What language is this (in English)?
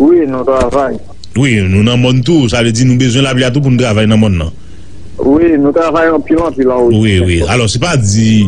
Haitian Creole